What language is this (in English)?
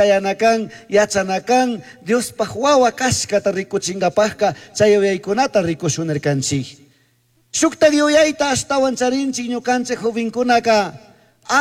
Chimborazo Highland Quichua